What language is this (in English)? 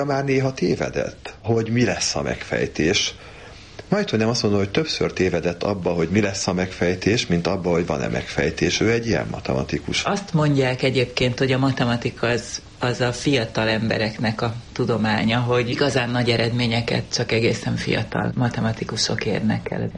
Hungarian